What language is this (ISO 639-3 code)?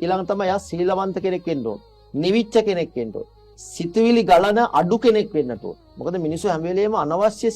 sin